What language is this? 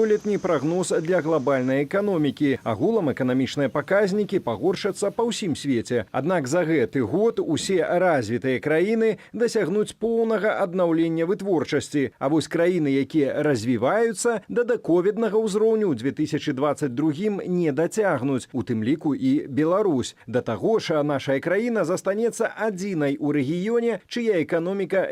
Belarusian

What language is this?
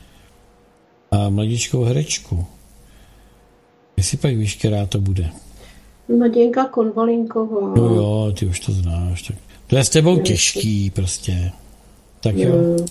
Czech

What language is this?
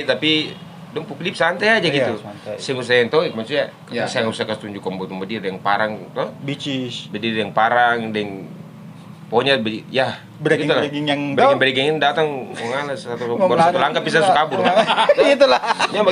Ambonese Malay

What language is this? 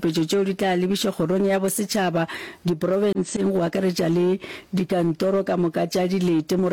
Northern Sotho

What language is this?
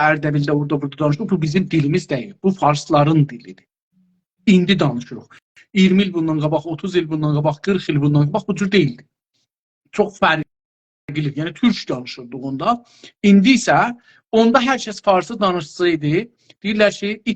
South Azerbaijani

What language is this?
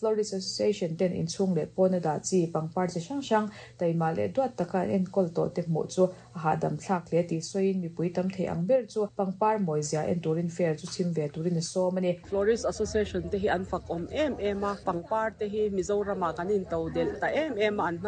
Mizo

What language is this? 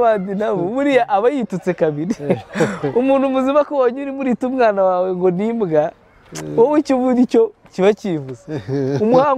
Kinyarwanda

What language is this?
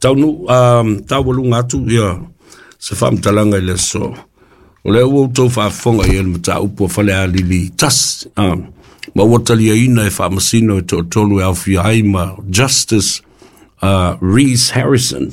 Samoan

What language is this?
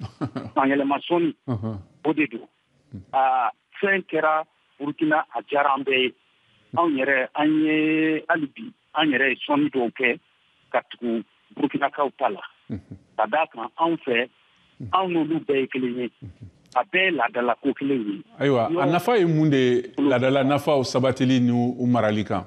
Bambara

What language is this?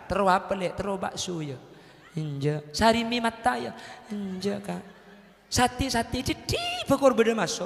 Madurese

